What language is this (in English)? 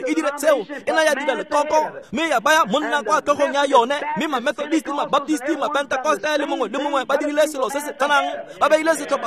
Tswana